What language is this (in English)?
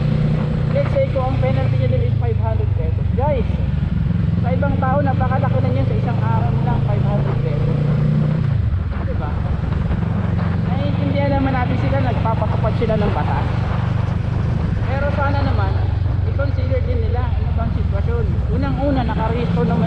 Filipino